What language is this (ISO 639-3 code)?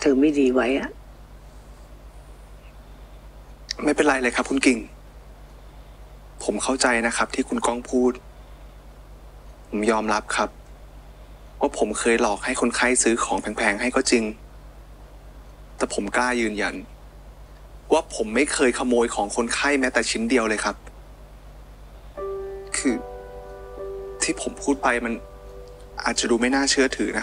tha